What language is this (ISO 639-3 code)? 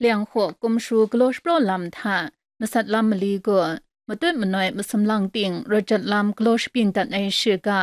kac